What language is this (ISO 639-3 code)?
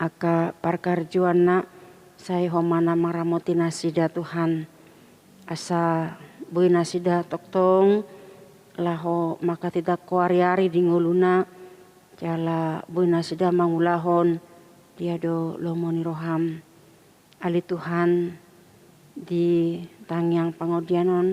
bbc